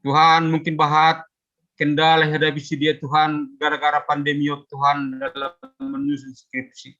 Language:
Batak Simalungun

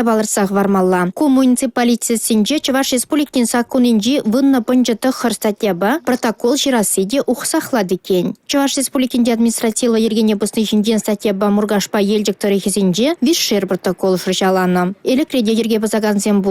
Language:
Chuvash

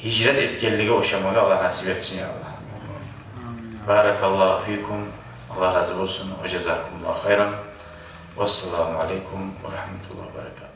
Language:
Kumyk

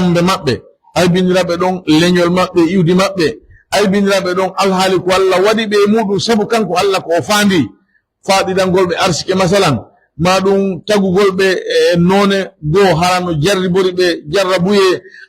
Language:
Pular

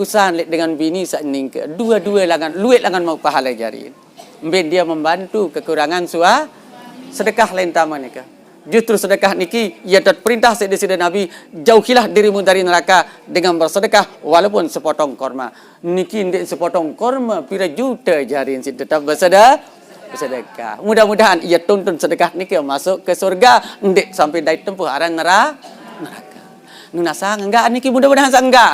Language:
Sasak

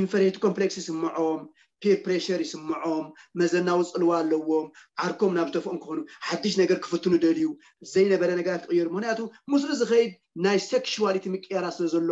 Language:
Tigrinya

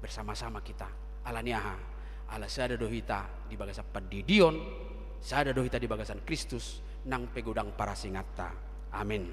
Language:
Batak Toba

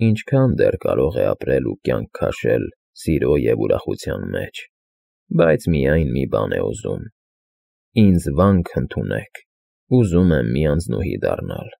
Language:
Armenian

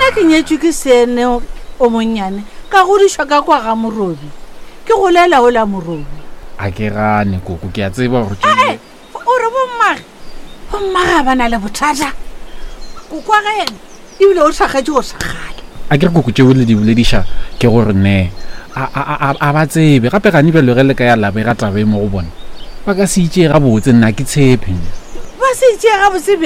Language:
Northern Sotho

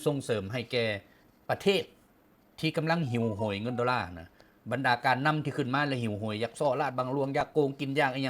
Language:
Lao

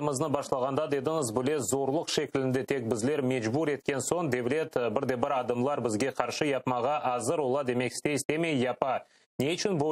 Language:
Crimean Tatar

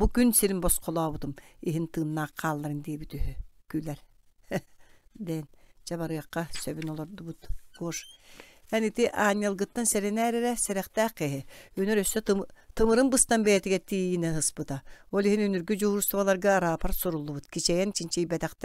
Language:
Yakut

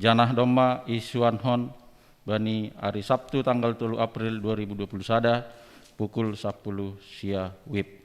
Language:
Batak Simalungun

